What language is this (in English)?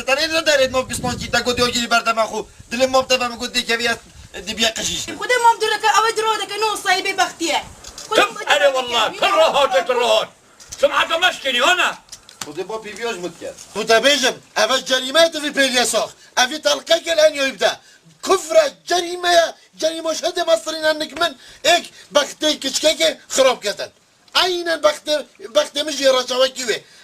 Kurdish